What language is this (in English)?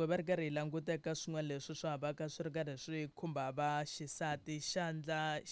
Tsonga